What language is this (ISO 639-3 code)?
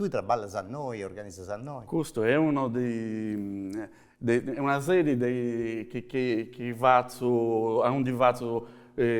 srd